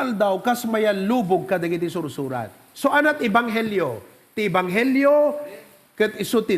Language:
Iloko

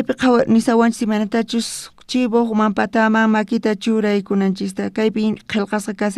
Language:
South Bolivian Quechua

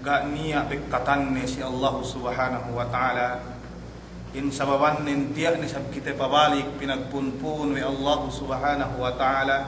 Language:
Yakan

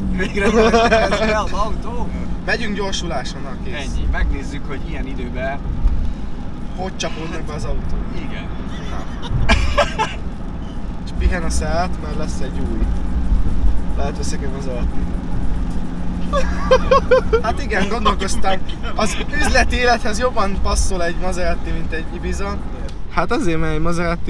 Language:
Hungarian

